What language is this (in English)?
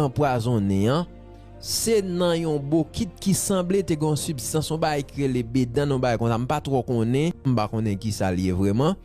Haitian Creole